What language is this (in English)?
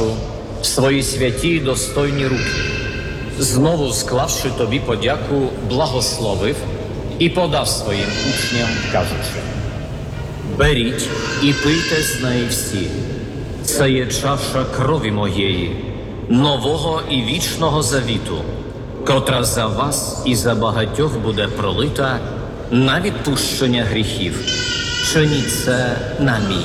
Ukrainian